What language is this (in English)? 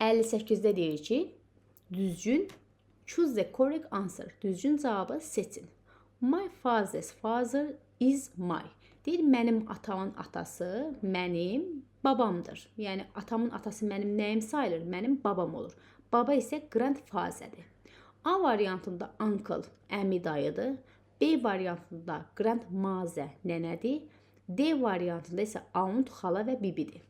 Azerbaijani